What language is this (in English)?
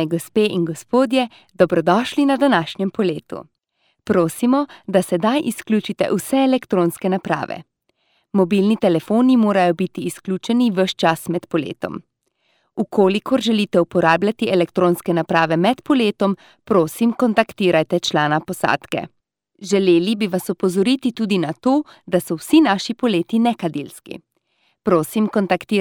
Slovenian